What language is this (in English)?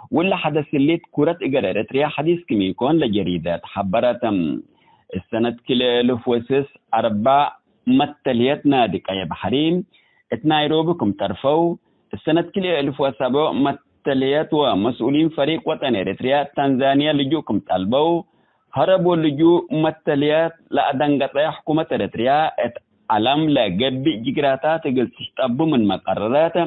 Tigre